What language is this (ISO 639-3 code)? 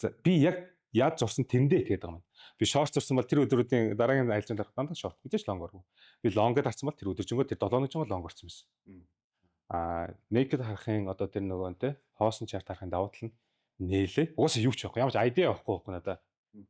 mon